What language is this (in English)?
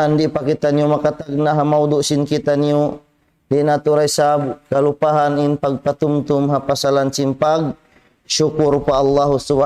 Tausug